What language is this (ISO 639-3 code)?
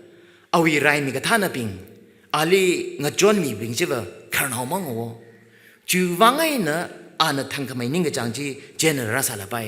nmf